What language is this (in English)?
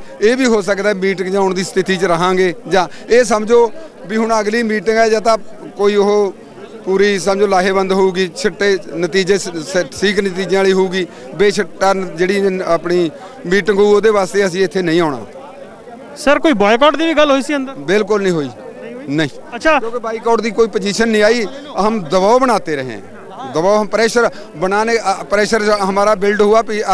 Punjabi